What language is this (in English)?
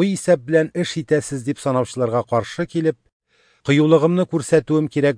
Tatar